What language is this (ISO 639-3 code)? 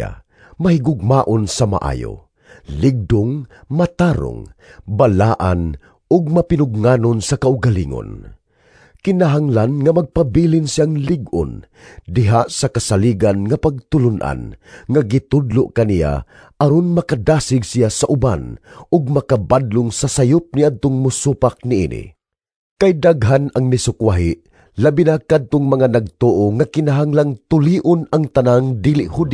ceb